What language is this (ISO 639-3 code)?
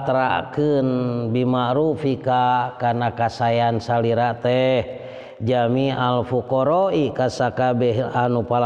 sun